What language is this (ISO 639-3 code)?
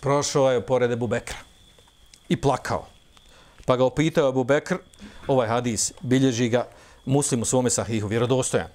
bos